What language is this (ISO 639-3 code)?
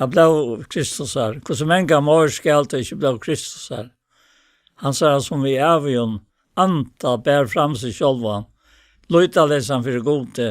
fao